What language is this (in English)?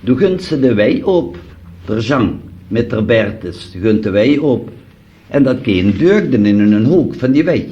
Limburgish